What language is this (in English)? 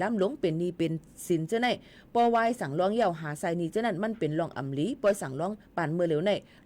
Shan